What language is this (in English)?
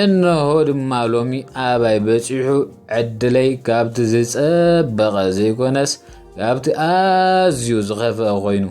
Tigrinya